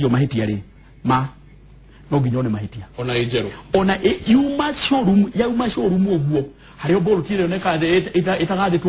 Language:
Kikuyu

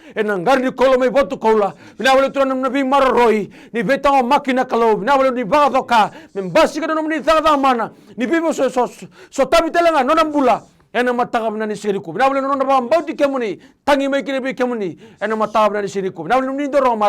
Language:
Fijian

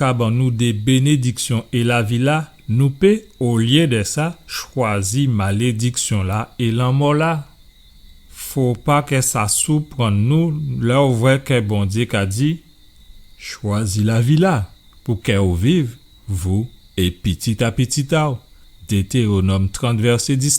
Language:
Guadeloupean Creole French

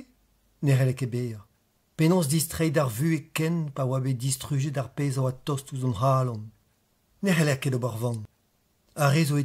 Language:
Breton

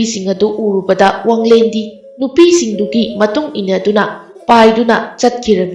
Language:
Manipuri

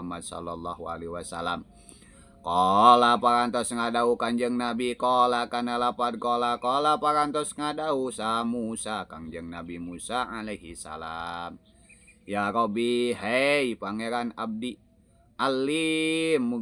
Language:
Sundanese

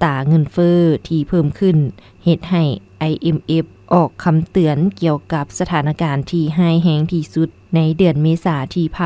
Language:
Lao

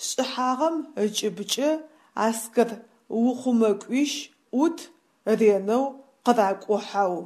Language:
Adyghe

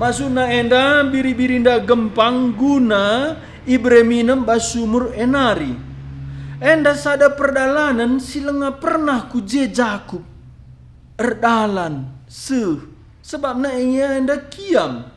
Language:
Batak Karo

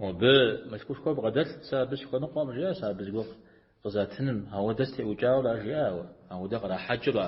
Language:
Kabardian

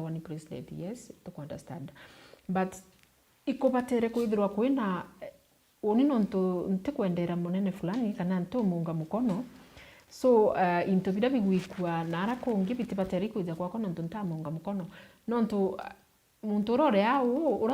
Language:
Meru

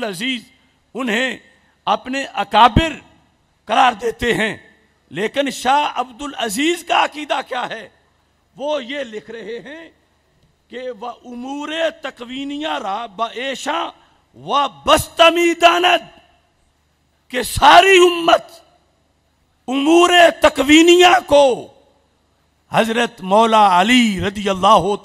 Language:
Urdu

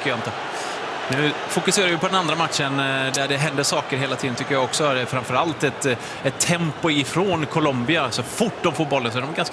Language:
Swedish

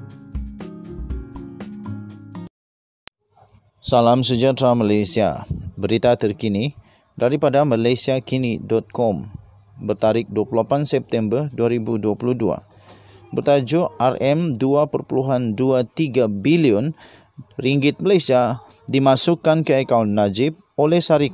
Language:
Malay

